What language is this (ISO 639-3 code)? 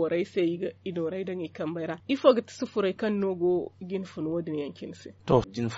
dje